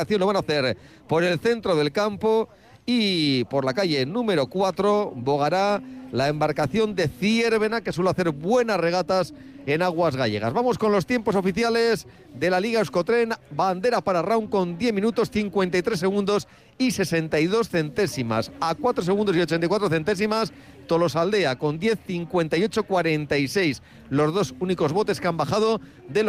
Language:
Spanish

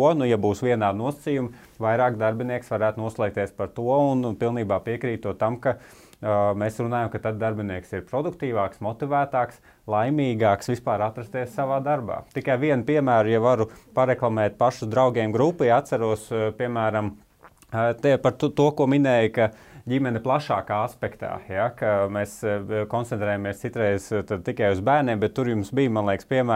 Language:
Latvian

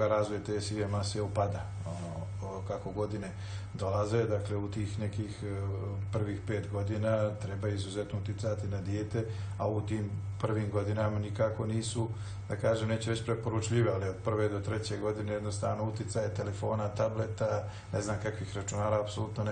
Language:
Serbian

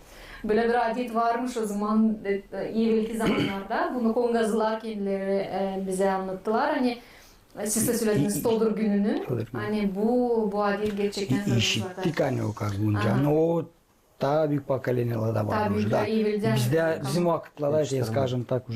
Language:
Gagauz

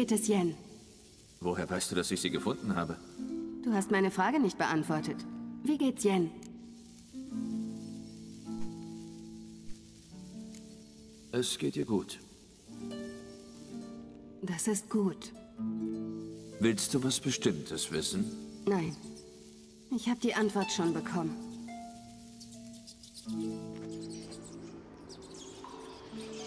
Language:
German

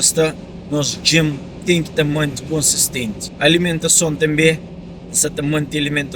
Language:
Kabuverdianu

